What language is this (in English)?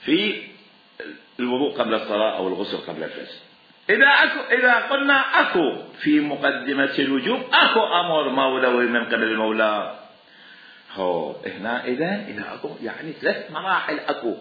Mesopotamian Arabic